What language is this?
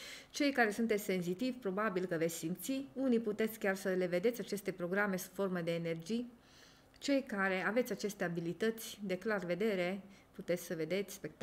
Romanian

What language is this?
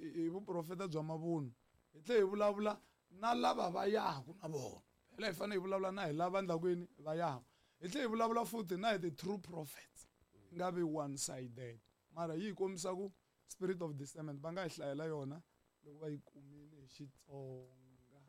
Tsonga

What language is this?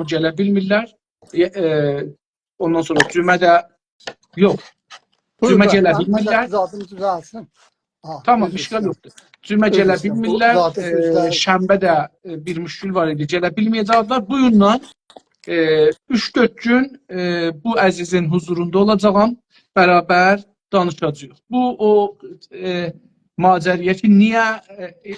South Azerbaijani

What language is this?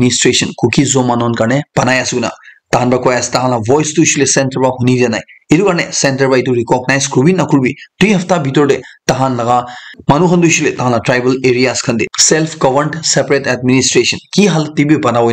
Naga Pidgin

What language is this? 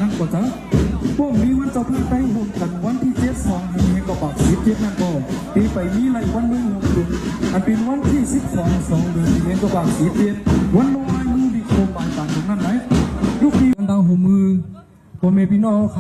Shan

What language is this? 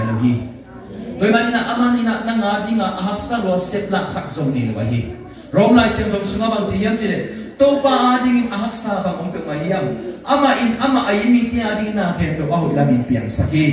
Tedim Chin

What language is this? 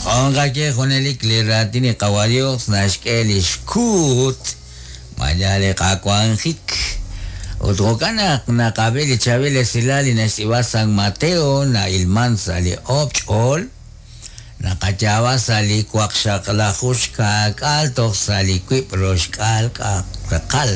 Kekchí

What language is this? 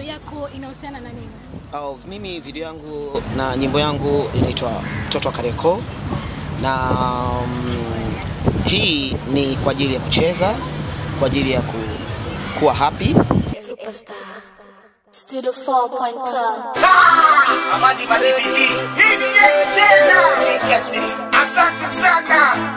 Swahili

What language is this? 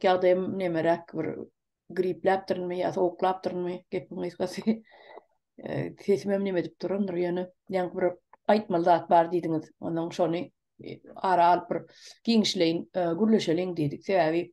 Turkmen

